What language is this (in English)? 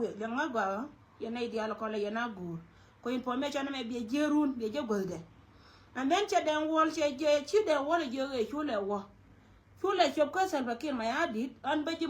Nuer